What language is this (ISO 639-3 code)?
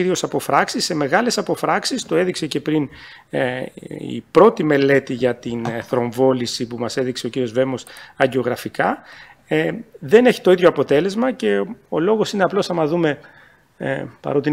ell